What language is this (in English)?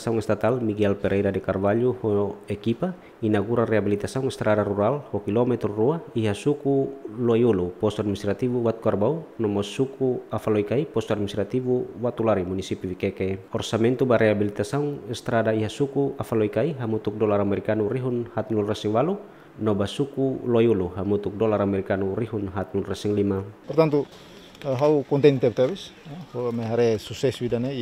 Tetum